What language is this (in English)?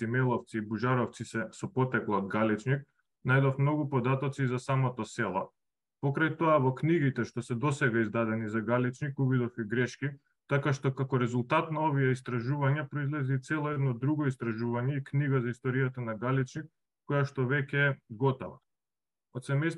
Macedonian